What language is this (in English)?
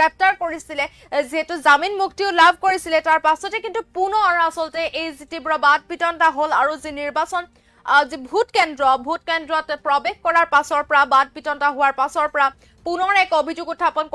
Assamese